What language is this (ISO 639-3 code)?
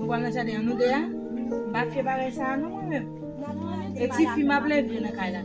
hat